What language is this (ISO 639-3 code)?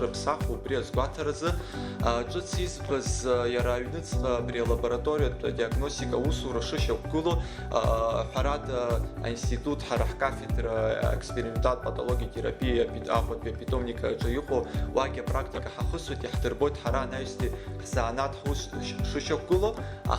abk